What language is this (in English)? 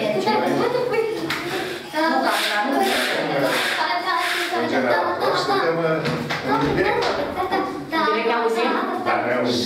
Romanian